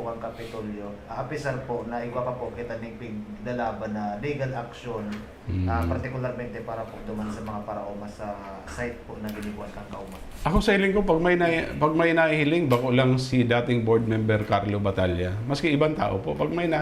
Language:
Bikol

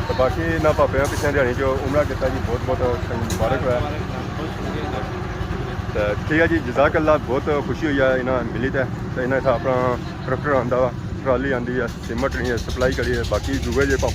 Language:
Pahari-Potwari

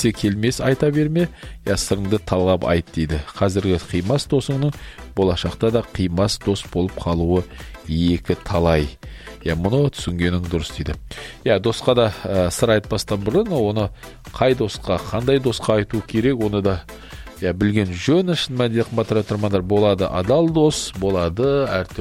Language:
Kazakh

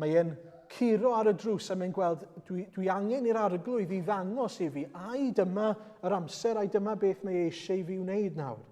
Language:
Welsh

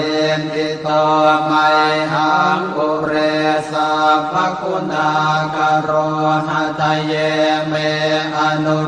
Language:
Pali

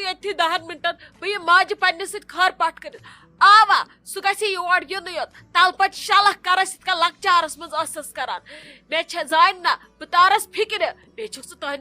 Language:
Kashmiri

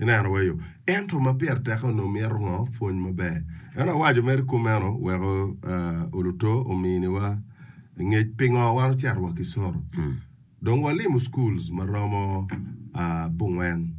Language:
Acoli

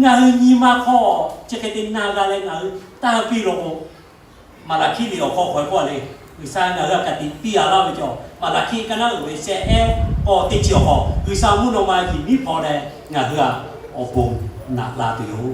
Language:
Lahu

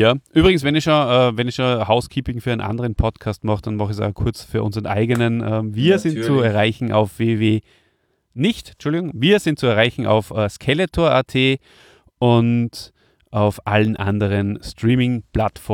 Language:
German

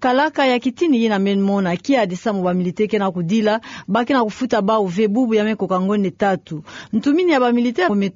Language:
Kituba (Democratic Republic of Congo)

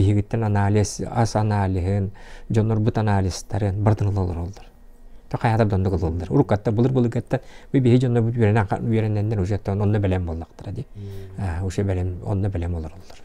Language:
Yakut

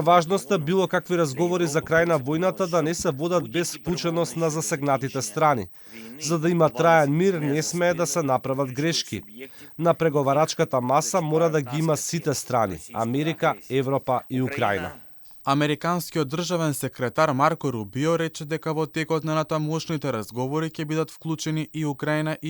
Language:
Macedonian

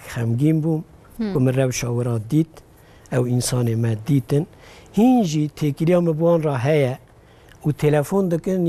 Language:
Kurdish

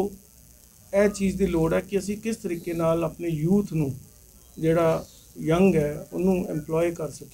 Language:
Punjabi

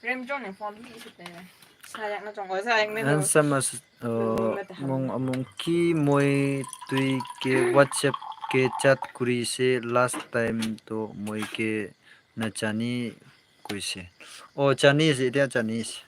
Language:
Naga Pidgin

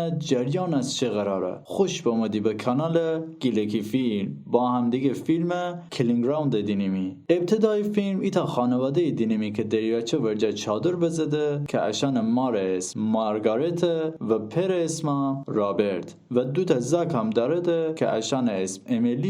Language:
Gilaki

